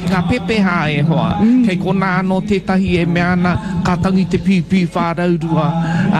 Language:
Māori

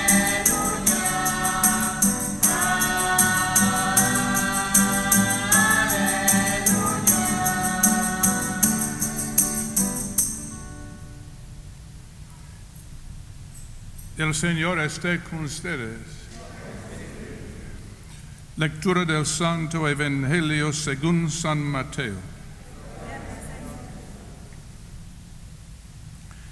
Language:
Spanish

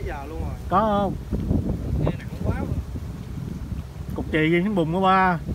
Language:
Vietnamese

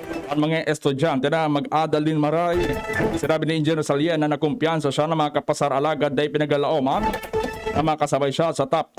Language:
Bikol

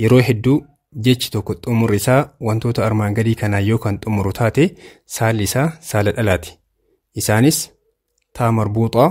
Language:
Oromo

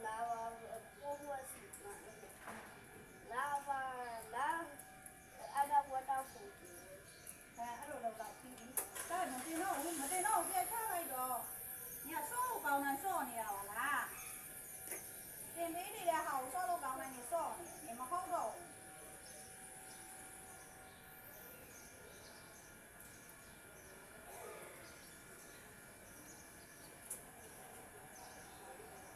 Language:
Burmese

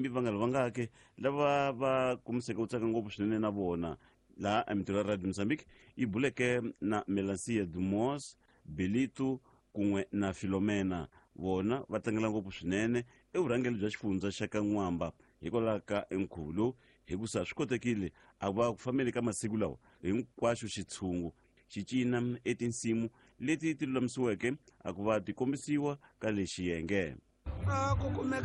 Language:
Tsonga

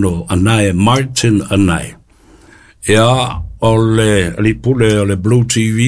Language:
Samoan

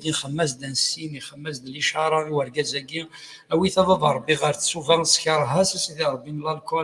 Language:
Kabyle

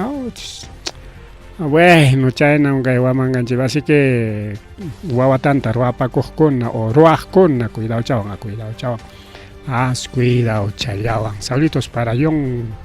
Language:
Ayacucho Quechua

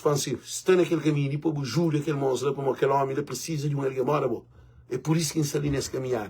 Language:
Kabuverdianu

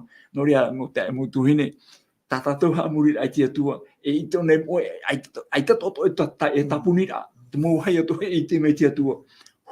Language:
Tahitian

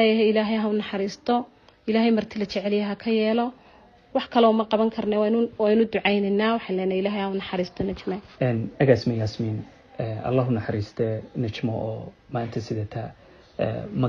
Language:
Somali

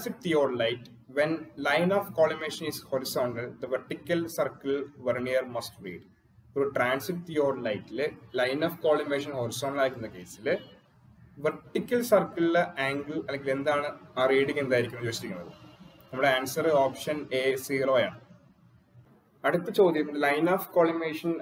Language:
Malayalam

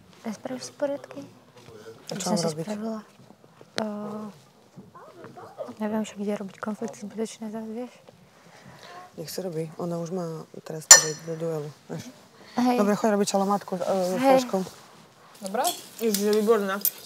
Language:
Slovak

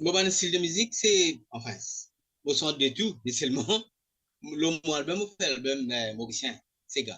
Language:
Morisyen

